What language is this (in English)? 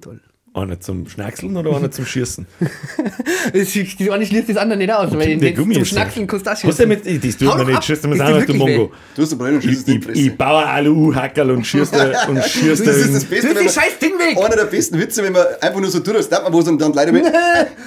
Bavarian